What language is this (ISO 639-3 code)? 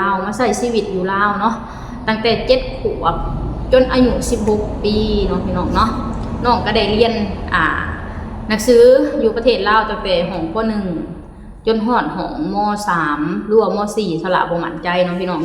lao